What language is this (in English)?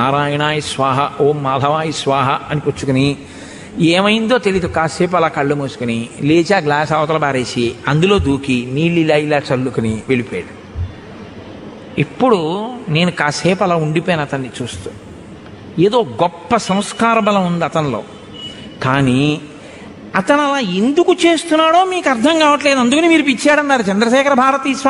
Telugu